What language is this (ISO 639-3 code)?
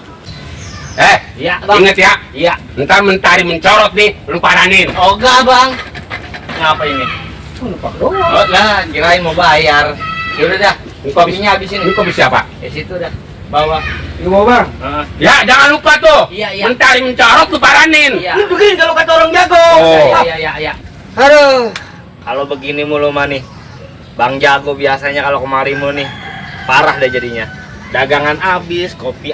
bew